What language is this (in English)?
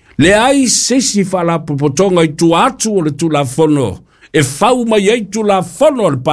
Samoan